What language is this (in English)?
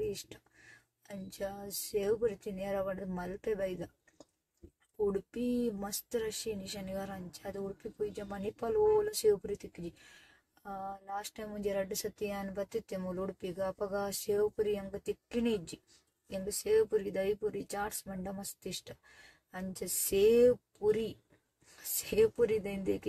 Tulu